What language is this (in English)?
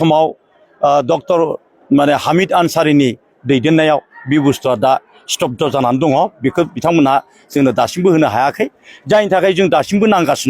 Bodo